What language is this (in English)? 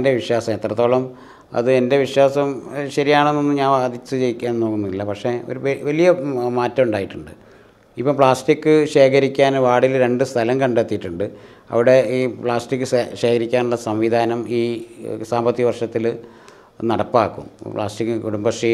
Malayalam